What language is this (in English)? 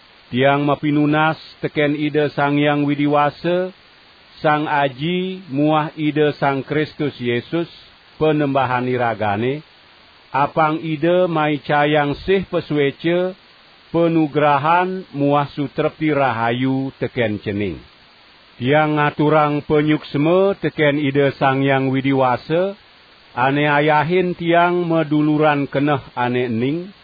Balinese